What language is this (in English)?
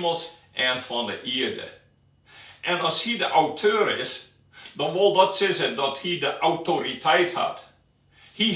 Western Frisian